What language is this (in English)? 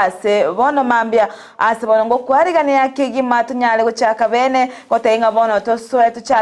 Gusii